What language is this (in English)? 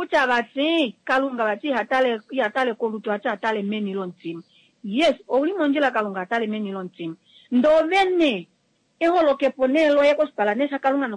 Kuanyama